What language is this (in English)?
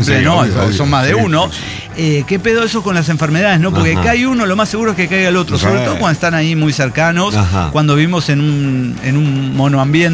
Spanish